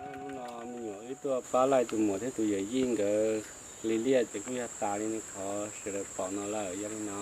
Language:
Hmong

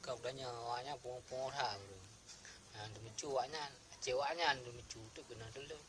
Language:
Achinese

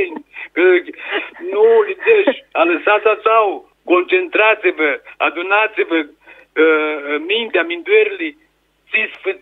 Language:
Aromanian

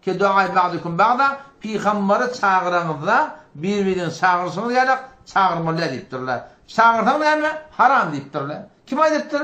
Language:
Turkmen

